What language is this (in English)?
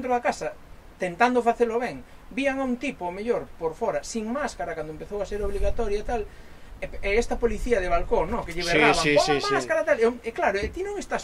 Galician